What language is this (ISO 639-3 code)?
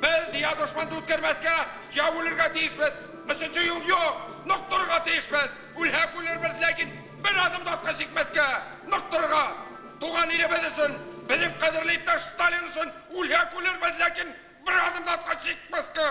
bak